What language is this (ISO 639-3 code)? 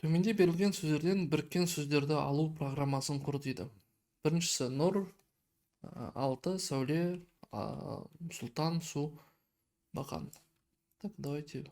kaz